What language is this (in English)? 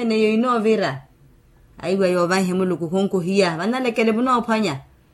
Makhuwa